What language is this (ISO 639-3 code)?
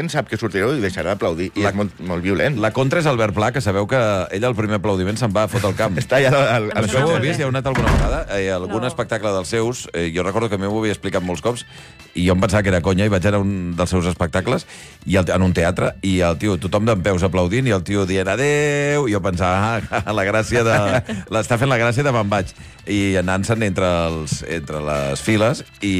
cat